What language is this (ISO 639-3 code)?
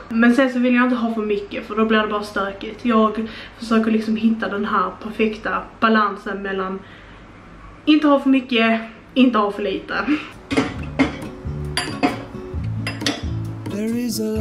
swe